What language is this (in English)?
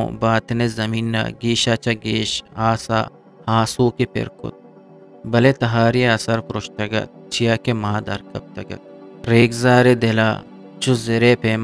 Eastern Balochi